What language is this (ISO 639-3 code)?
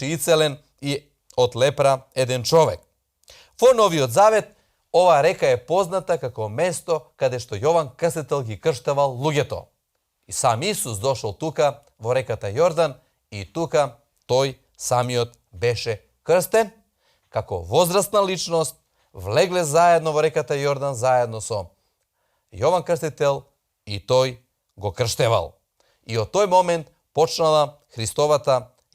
mkd